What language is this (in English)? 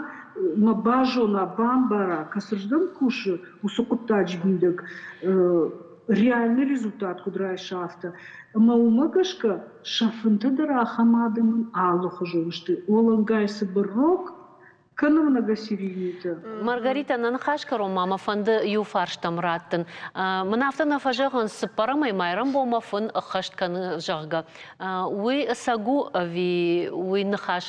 Ossetic